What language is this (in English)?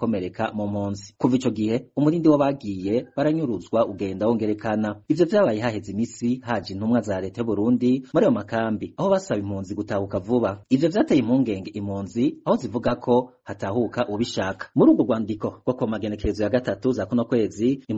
Rundi